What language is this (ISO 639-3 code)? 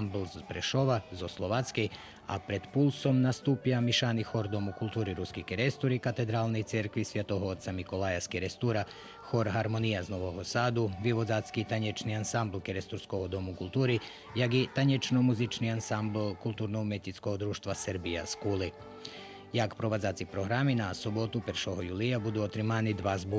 rue